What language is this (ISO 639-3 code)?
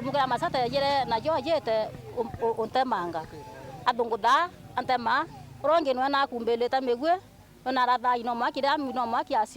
mer